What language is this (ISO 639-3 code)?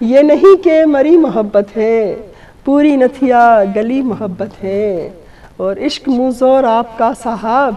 bgp